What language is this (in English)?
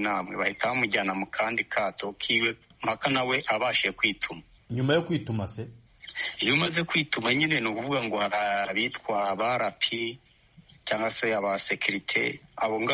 Kinyarwanda